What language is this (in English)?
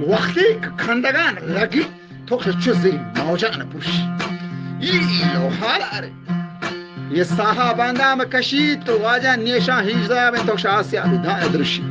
Eastern Balochi